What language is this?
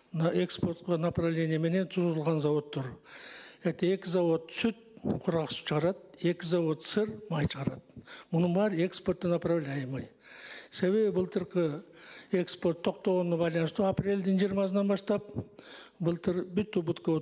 Kyrgyz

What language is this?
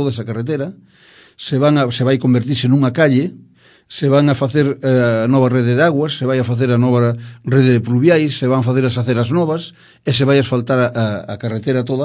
Galician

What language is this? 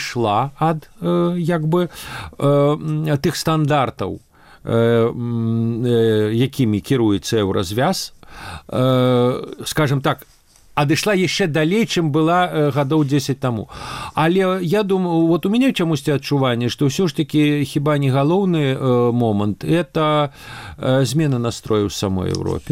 Belarusian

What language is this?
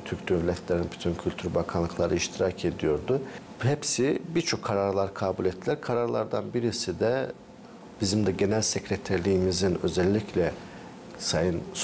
Gagauz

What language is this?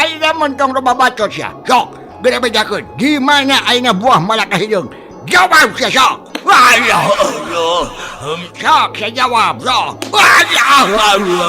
Sundanese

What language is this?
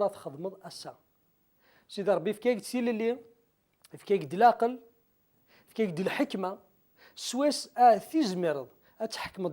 Kabyle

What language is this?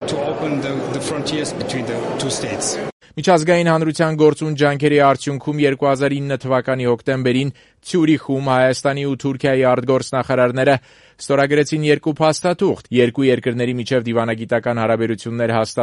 Armenian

